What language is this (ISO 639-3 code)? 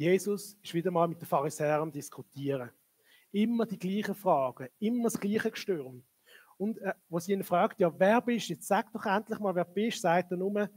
gsw